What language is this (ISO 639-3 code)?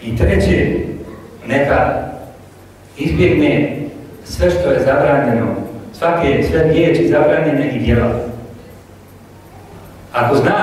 bos